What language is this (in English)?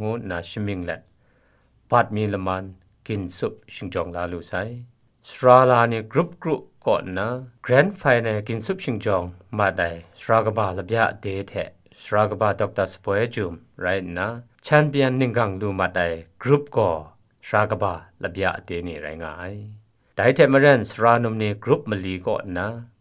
Kachin